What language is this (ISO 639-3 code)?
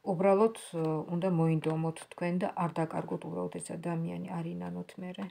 kat